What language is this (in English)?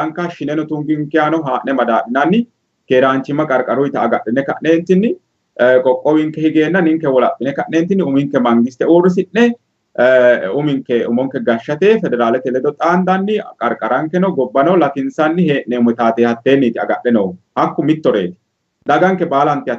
Sidamo